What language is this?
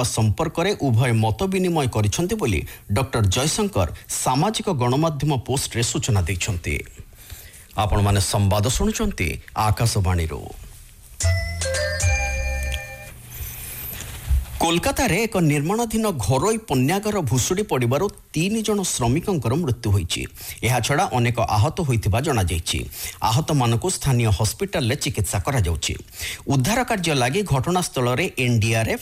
Odia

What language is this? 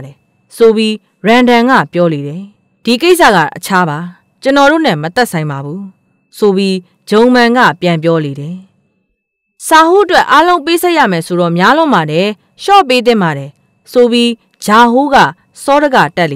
Burmese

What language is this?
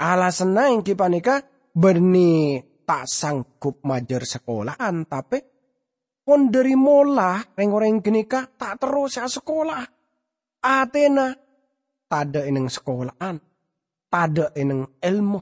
Madurese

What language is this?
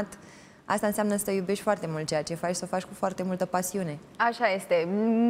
Romanian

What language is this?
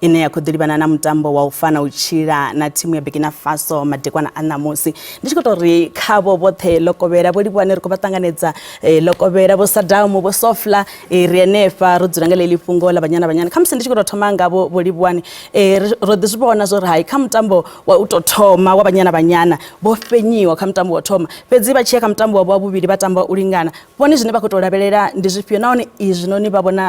Venda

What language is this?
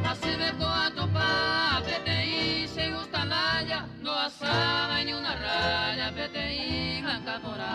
Guarani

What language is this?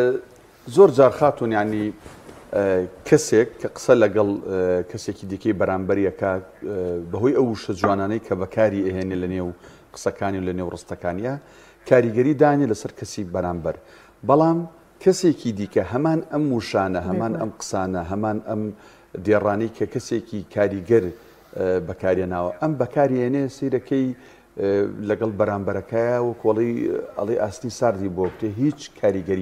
Central Kurdish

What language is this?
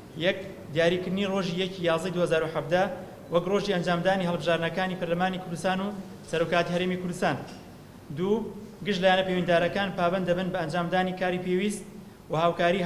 Central Kurdish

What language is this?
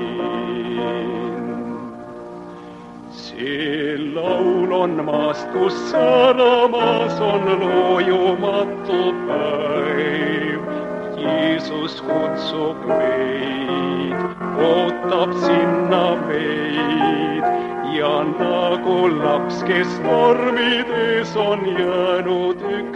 Estonian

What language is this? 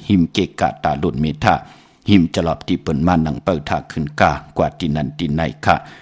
Shan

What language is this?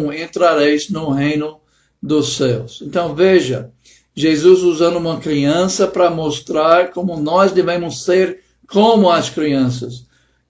Portuguese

